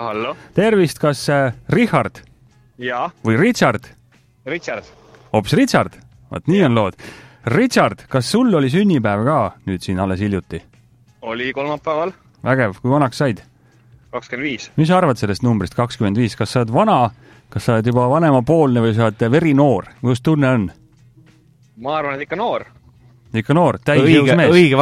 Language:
Estonian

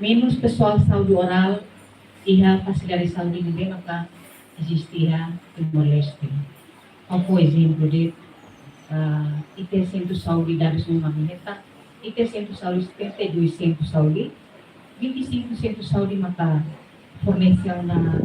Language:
Tetum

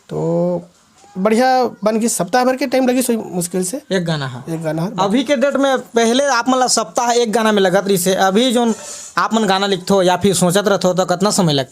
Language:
Chhattisgarhi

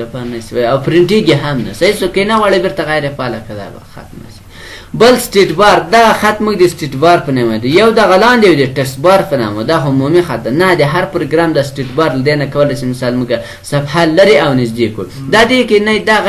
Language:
Pashto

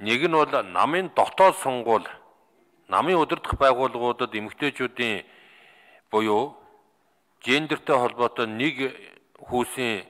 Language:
Mongolian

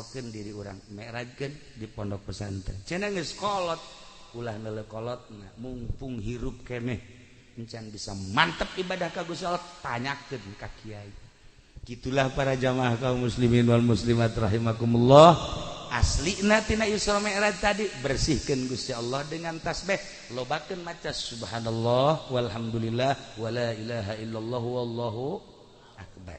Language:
Sundanese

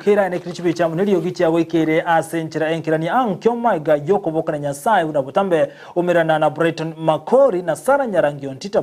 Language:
Gusii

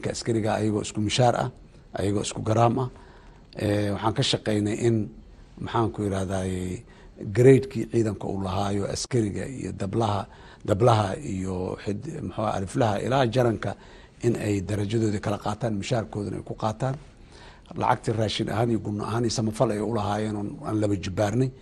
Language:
Somali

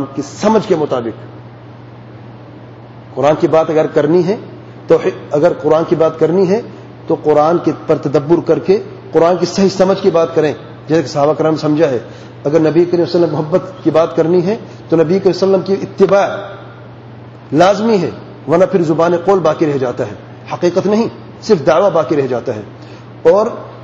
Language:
Urdu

